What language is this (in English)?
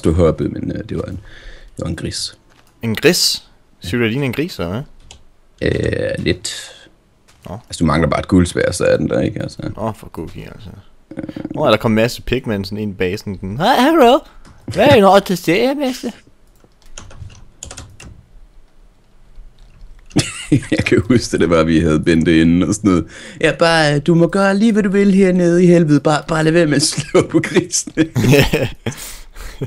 Danish